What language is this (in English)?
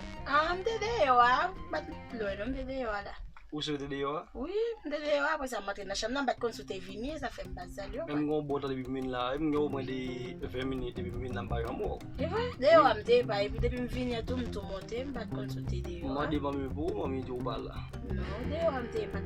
Haitian Creole